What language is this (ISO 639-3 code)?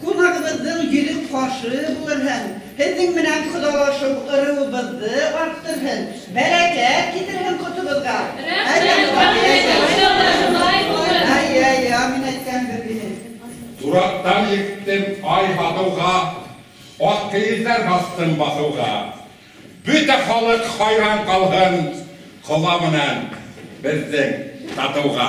bak